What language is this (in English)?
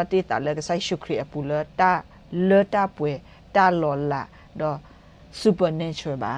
S'gaw Karen